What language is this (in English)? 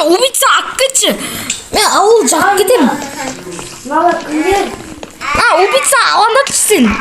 Kazakh